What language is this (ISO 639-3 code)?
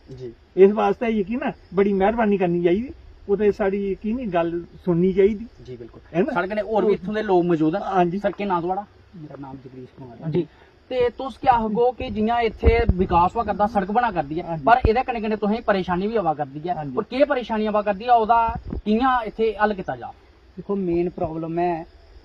doi